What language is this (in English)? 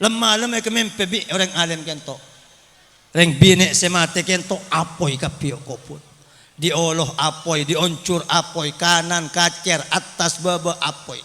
Madurese